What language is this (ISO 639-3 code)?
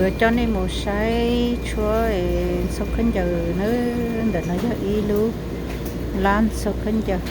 hmn